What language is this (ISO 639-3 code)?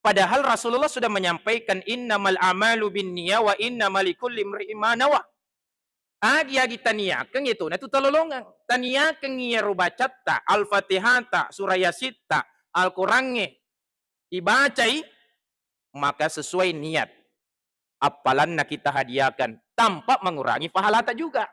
bug